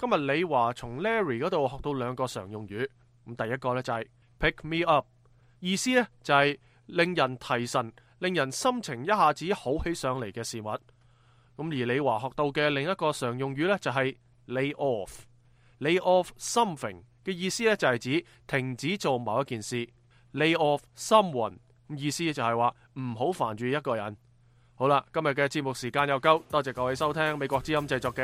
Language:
Cantonese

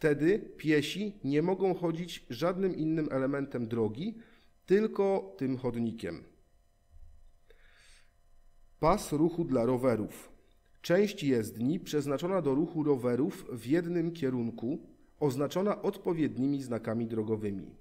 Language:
Polish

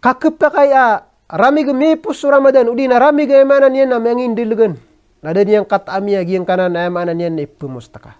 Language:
Maranao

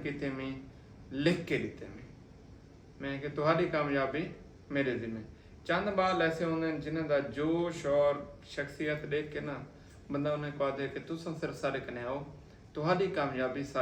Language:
Saraiki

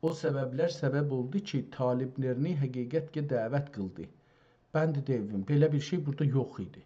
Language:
South Azerbaijani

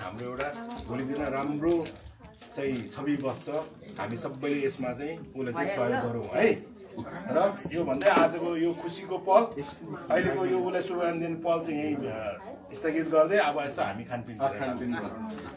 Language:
Nepali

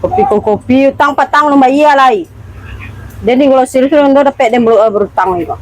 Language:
Minangkabau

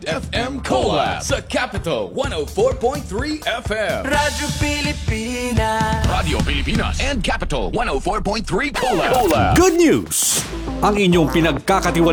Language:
Filipino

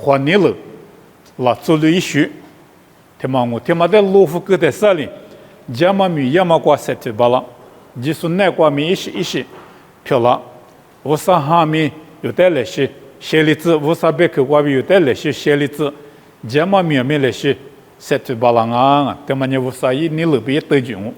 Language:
Lisu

